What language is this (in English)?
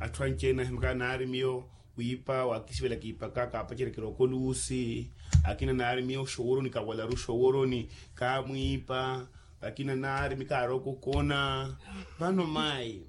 Makhuwa